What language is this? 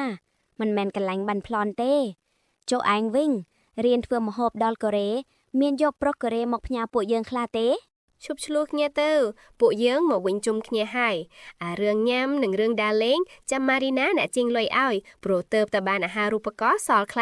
Khmer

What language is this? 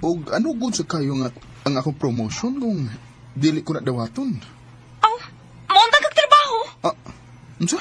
Cebuano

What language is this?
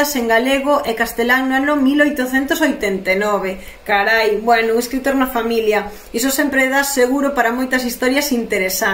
Galician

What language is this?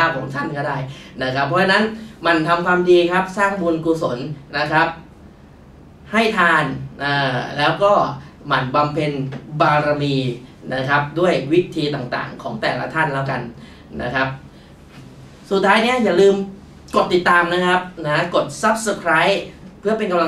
Thai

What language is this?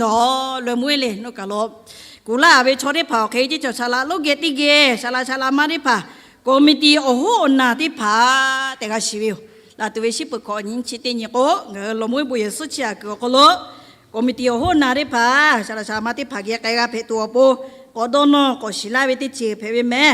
Lahu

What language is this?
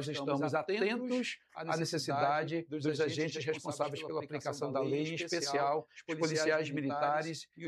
Portuguese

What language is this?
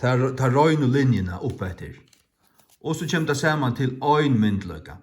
Faroese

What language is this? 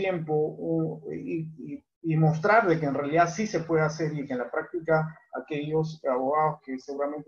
Spanish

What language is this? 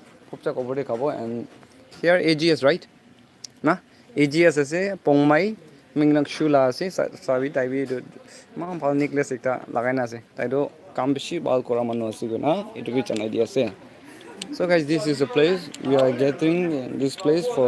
Naga Pidgin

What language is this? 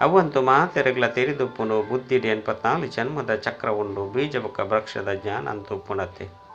Tulu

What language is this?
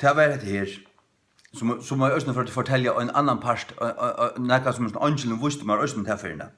Faroese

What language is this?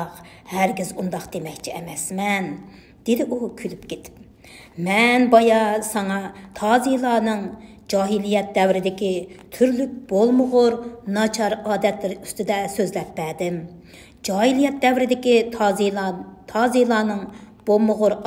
Uyghur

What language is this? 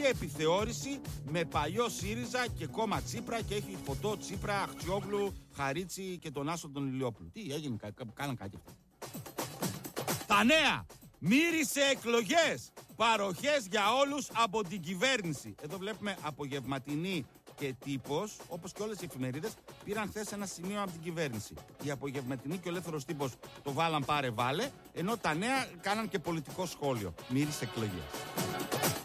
Greek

